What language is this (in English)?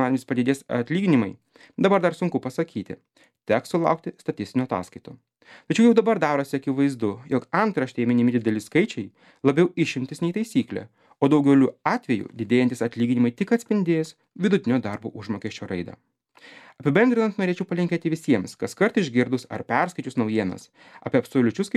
Lithuanian